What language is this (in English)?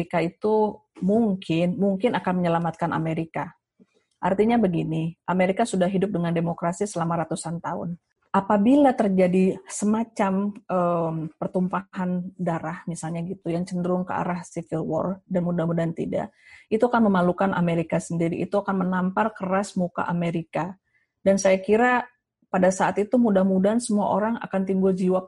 Indonesian